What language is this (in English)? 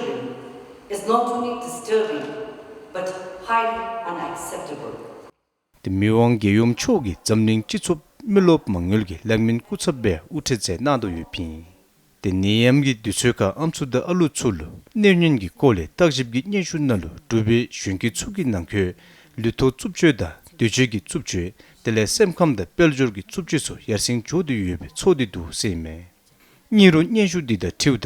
Dzongkha